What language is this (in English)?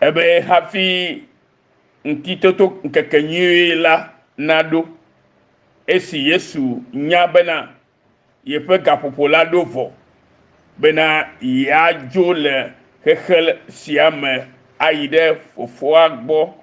Ewe